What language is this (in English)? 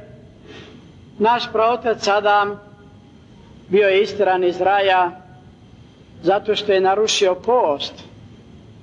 Croatian